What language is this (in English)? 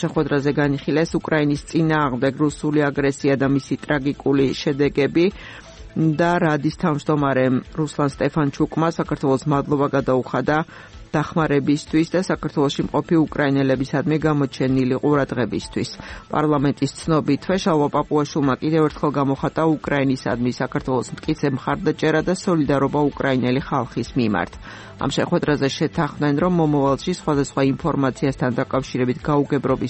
Georgian